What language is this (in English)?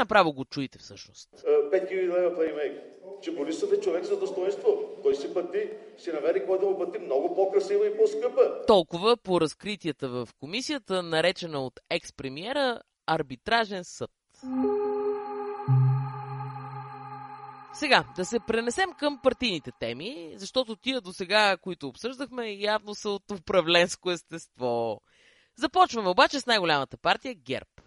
Bulgarian